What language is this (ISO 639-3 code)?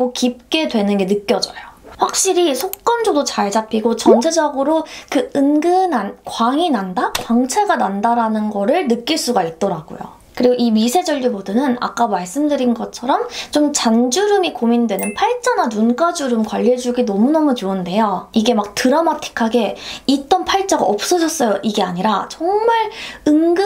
kor